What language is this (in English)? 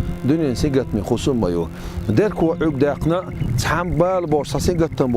Chechen